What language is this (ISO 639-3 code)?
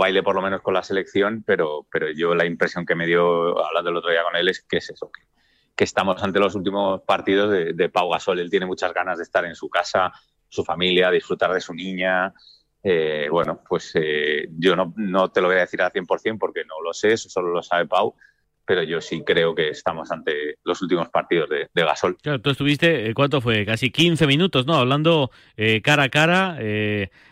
spa